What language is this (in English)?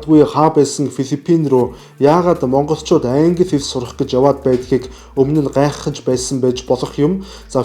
Mongolian